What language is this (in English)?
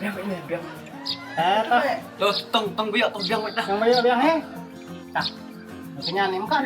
Khasi